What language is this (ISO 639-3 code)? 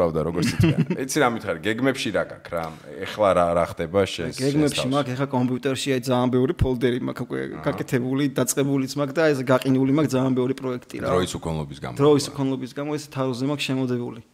kat